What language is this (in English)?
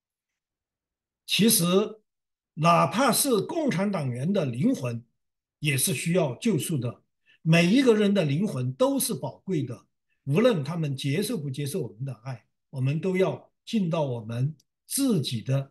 Chinese